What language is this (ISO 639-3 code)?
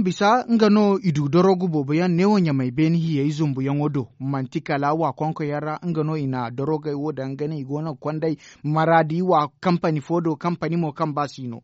dje